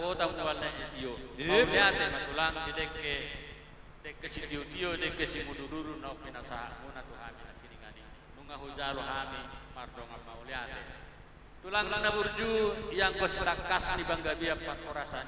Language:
Batak Toba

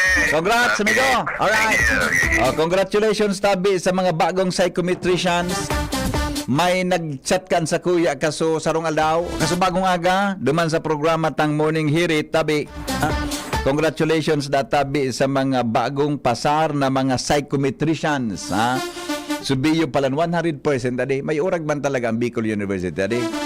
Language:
Bikol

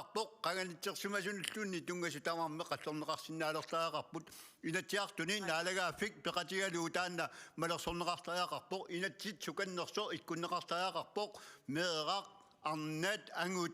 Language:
Kalaallisut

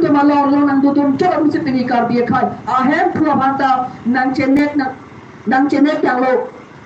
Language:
Karbi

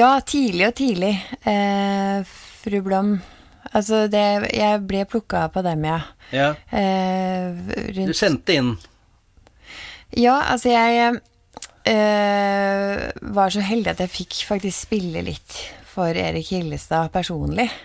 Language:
Norwegian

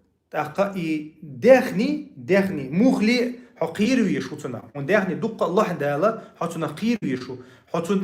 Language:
Chechen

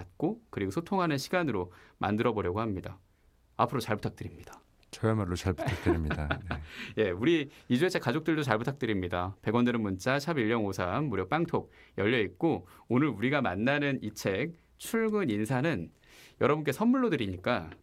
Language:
Korean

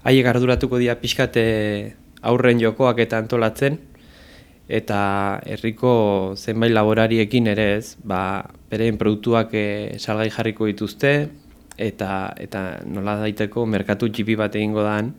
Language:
Basque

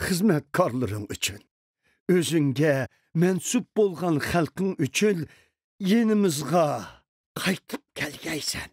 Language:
Uyghur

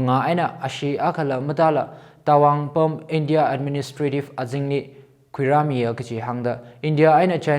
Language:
Tangkhul Naga (India)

